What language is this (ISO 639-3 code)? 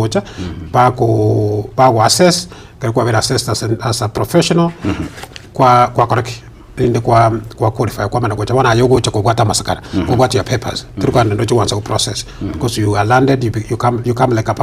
guz